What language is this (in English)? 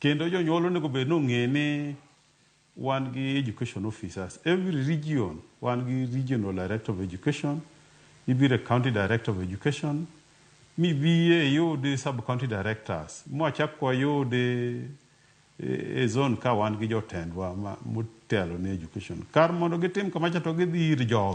Luo (Kenya and Tanzania)